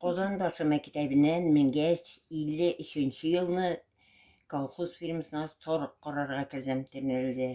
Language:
Tatar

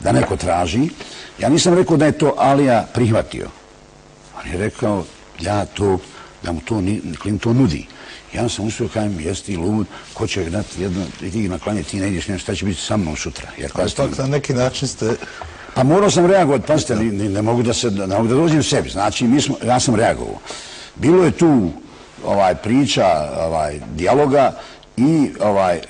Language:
Bosnian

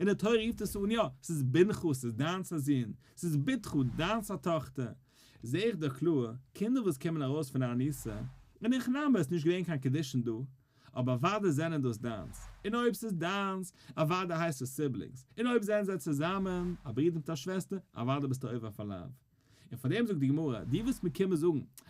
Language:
Yiddish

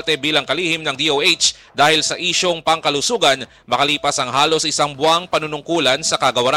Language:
Filipino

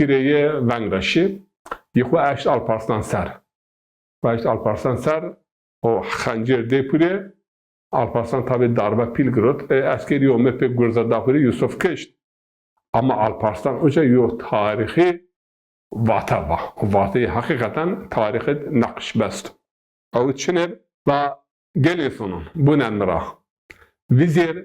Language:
Zaza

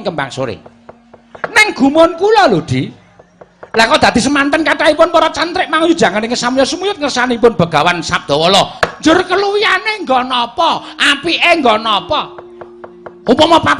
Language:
Javanese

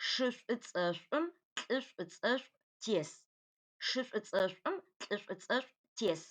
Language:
Adyghe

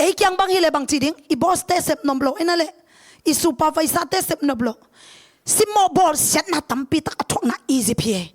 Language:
Tedim Chin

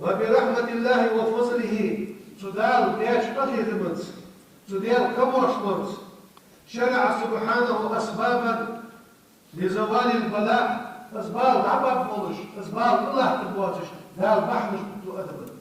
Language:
Ingush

